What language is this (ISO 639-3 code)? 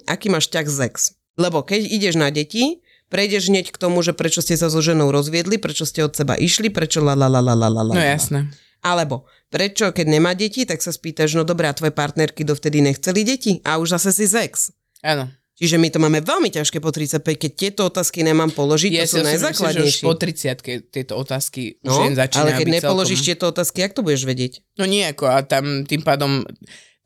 slk